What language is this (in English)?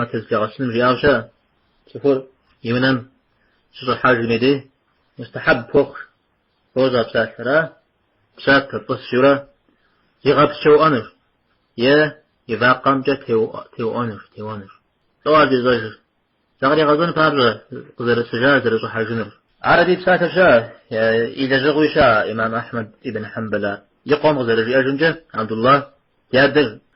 Kabardian